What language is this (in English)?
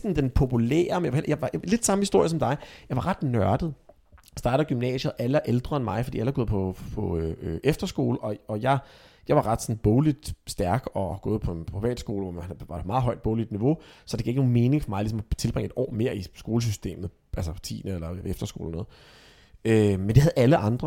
Danish